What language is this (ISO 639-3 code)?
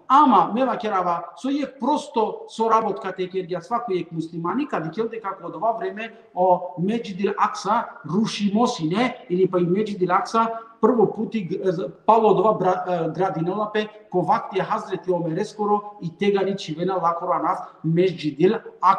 rmn